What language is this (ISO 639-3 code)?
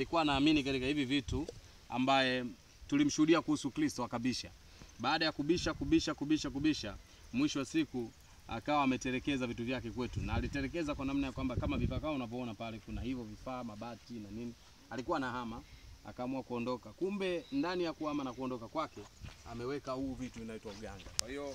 swa